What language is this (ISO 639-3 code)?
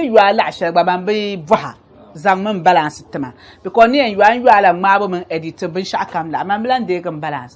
dag